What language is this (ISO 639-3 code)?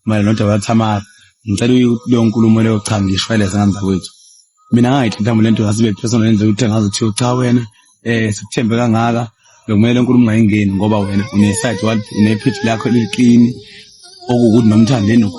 zul